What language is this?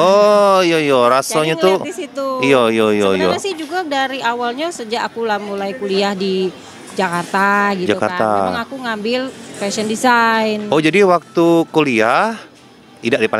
Musi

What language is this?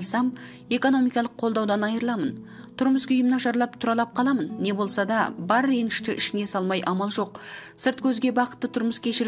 Kazakh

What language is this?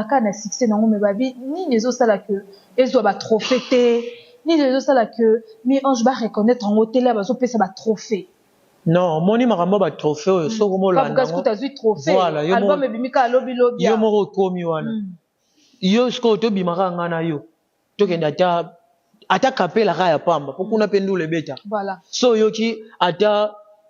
Lingala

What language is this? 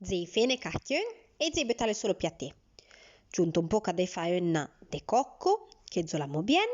Arpitan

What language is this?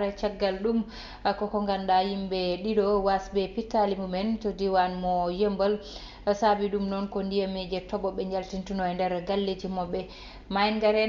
Fula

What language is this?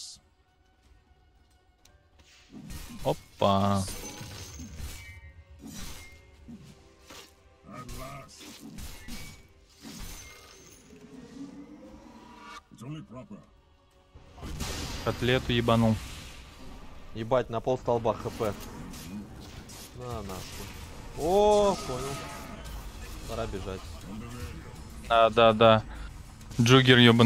Russian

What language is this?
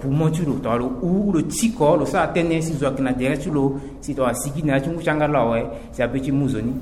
Sango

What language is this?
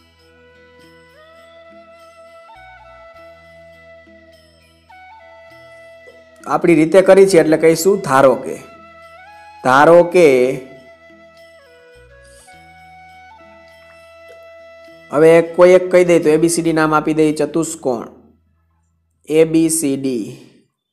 Gujarati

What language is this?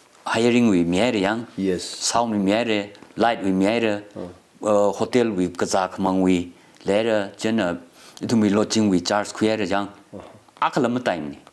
Tangkhul Naga (India)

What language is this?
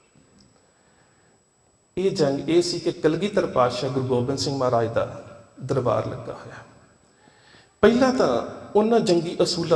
Punjabi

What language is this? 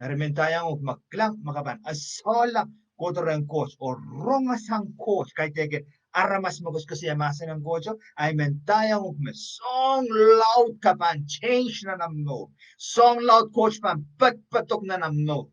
Pohnpeian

